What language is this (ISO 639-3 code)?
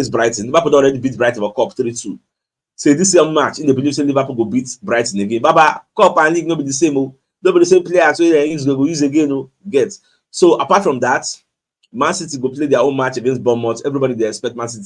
pcm